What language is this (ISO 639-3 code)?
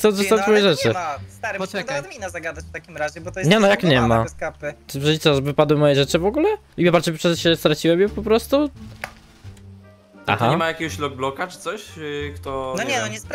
pol